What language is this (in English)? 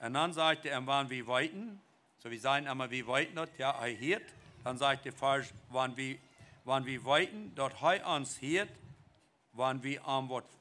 Plautdietsch